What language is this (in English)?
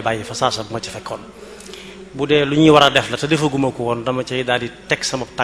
Wolof